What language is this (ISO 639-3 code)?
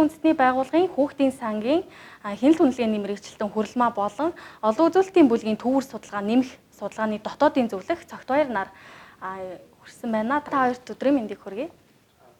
mon